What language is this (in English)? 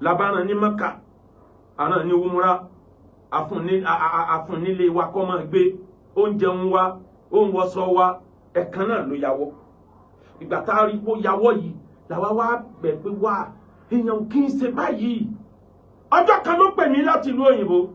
Yoruba